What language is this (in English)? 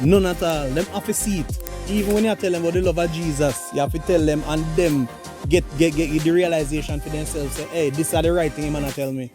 Jamaican Creole English